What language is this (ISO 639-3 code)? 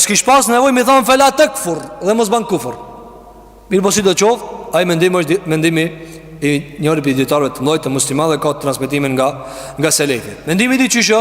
sqi